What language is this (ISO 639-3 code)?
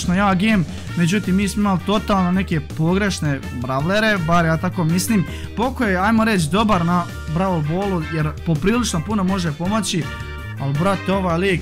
hrv